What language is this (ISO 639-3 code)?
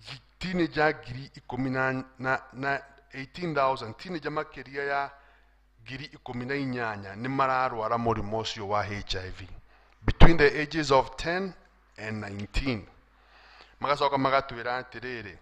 kik